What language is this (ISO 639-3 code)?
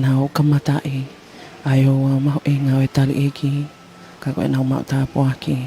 ton